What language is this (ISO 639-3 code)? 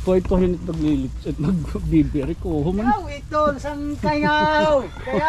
war